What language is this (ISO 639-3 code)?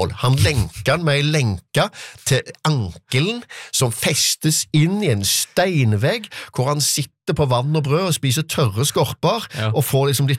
nor